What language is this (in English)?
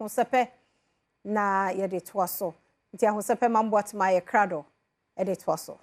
Akan